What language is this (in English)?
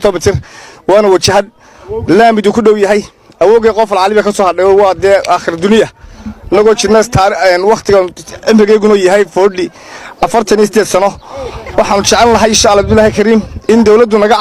Somali